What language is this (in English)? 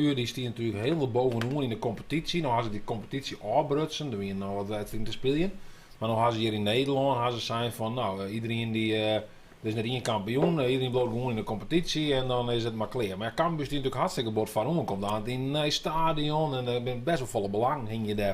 Western Frisian